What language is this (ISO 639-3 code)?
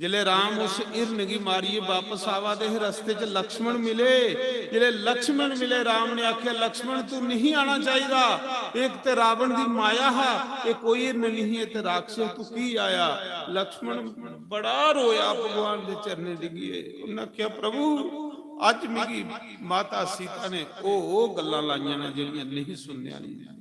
doi